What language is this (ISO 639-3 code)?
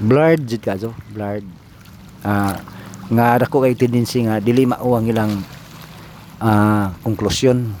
ceb